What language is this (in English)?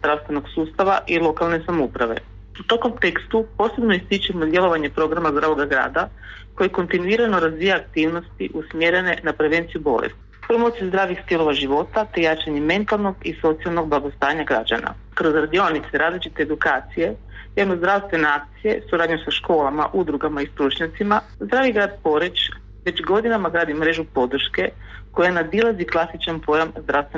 Croatian